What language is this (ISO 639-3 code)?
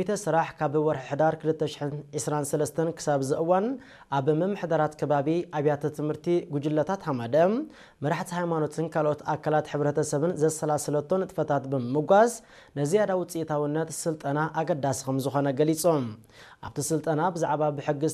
tir